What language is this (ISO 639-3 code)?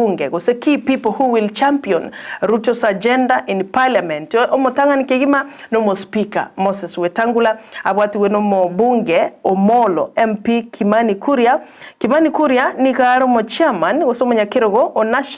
guz